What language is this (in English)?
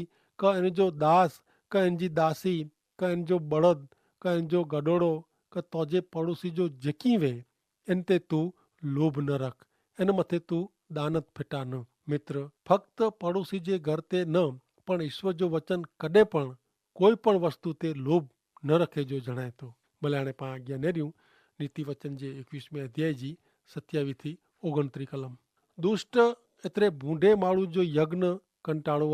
Kachhi